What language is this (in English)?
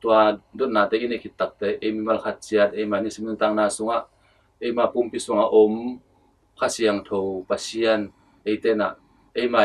Tedim Chin